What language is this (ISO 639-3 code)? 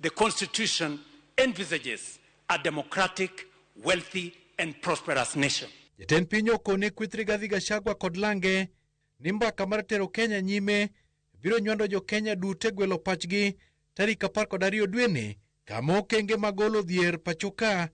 luo